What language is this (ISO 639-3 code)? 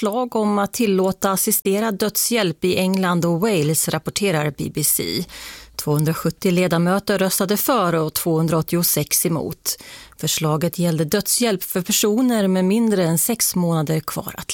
swe